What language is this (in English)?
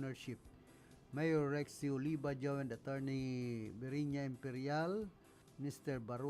Bikol